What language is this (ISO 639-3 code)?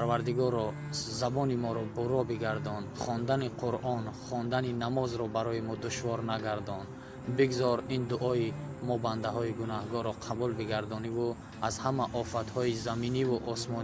tgk